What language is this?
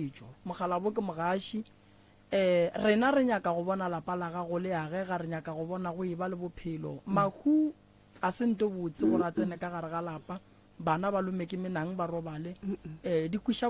Northern Sotho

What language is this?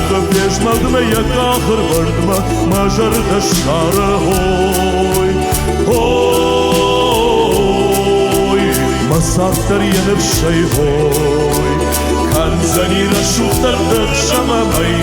Ossetic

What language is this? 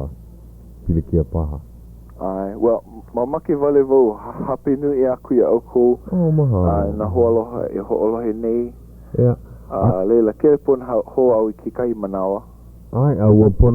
Hawaiian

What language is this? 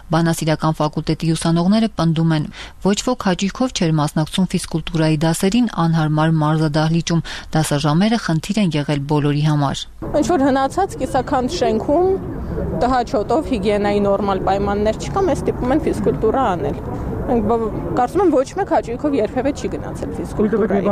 Armenian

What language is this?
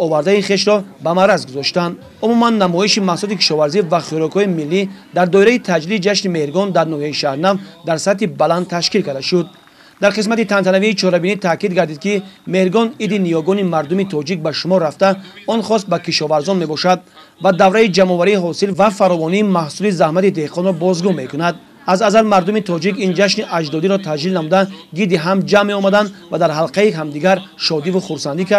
Tajik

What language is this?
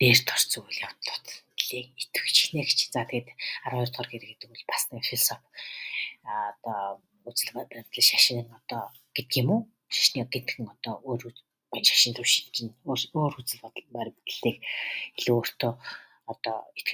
Mongolian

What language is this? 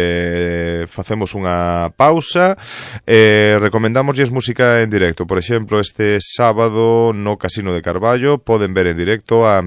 Galician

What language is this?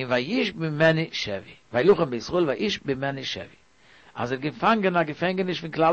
Yiddish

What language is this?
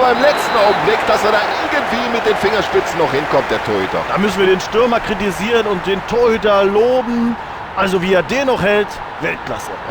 Bavarian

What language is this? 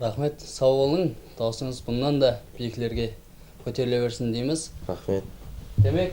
Kara-Kalpak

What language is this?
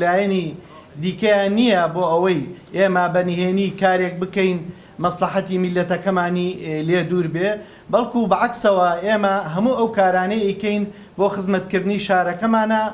Central Kurdish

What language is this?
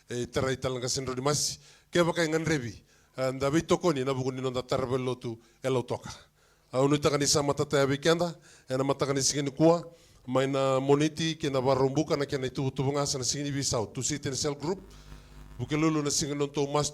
Fijian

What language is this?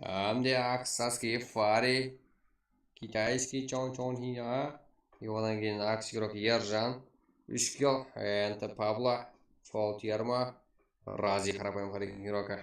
Kara-Kalpak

